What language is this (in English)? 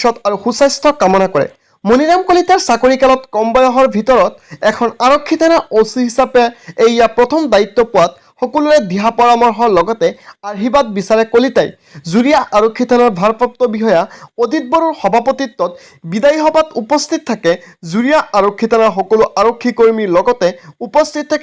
Assamese